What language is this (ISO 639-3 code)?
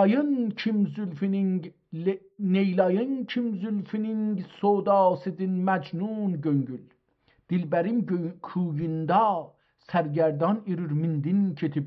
azb